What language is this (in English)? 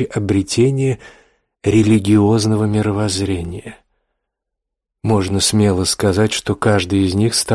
Russian